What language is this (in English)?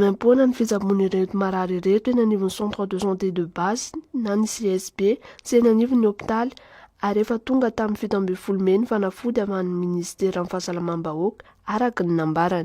Malagasy